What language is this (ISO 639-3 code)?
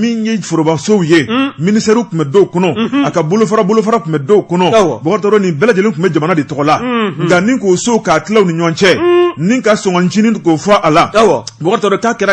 bam